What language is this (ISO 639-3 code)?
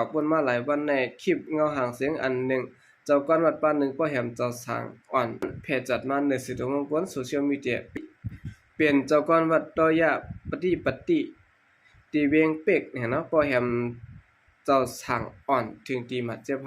shn